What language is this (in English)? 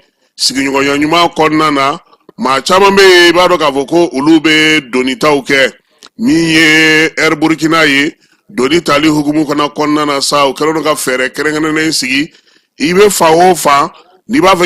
Bambara